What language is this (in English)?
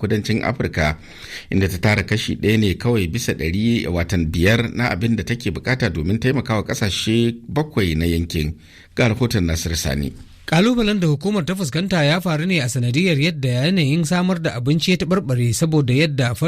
Hausa